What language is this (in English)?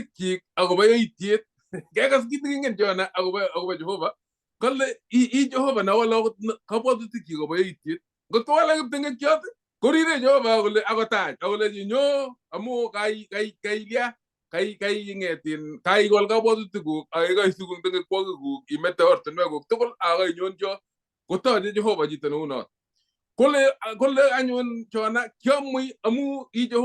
Kalenjin